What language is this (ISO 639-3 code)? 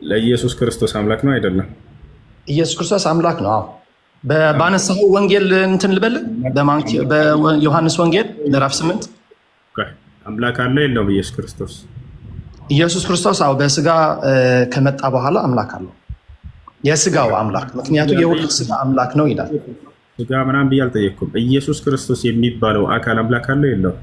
amh